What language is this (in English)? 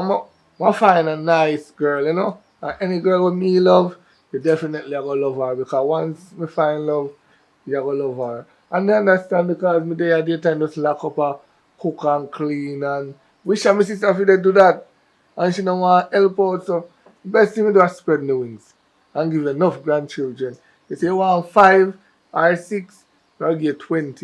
Jamaican Creole English